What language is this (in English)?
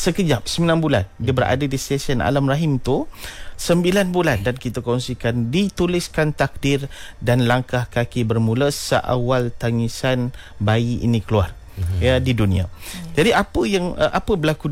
Malay